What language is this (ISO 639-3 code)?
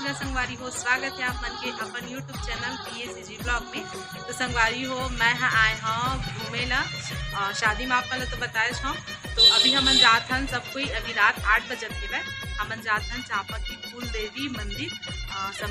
hne